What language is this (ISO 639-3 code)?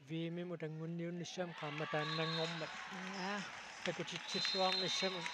kal